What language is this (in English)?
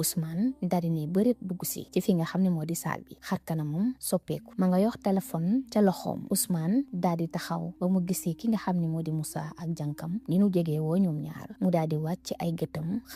Wolof